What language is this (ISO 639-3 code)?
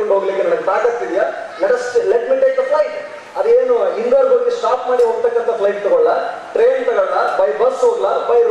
kan